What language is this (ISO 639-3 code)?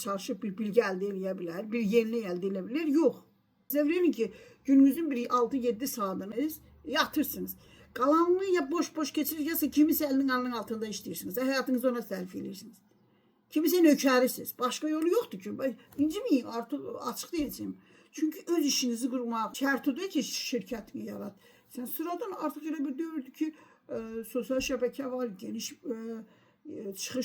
aze